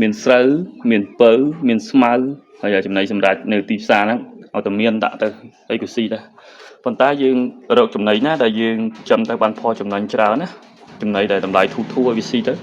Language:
Khmer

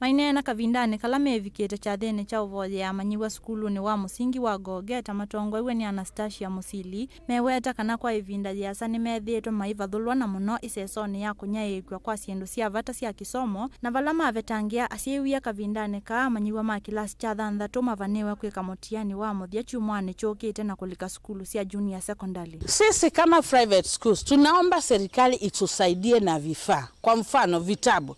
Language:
Kamba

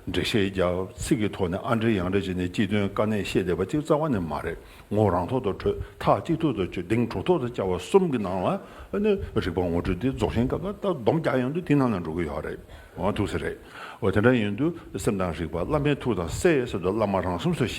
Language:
Tibetan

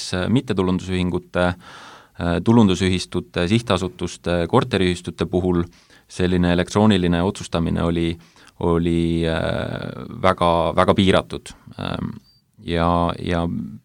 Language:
Estonian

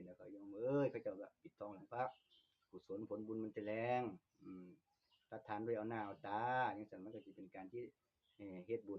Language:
Northeastern Thai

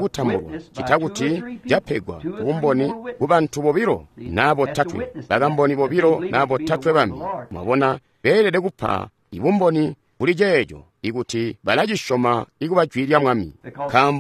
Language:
Tonga (Zambia)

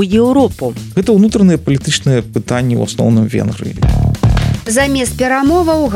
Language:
Belarusian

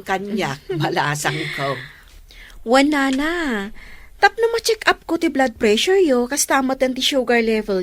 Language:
Iloko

